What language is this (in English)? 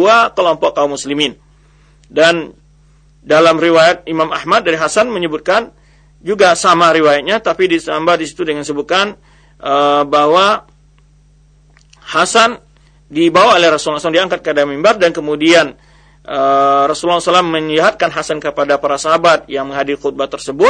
Indonesian